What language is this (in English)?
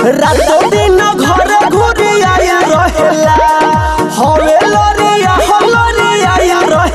Bhojpuri